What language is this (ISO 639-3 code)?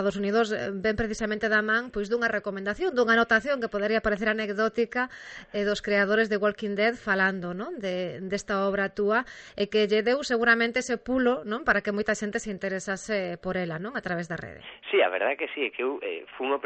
glg